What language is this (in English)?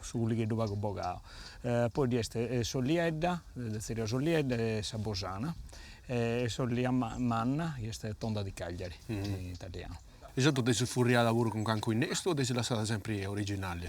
Sardinian